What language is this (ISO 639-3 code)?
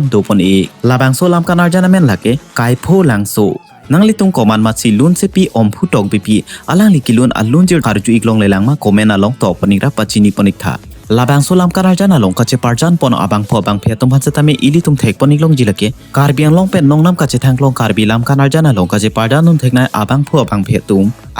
mjw